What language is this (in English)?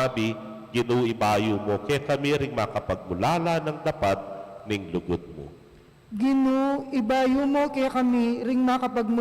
Pampanga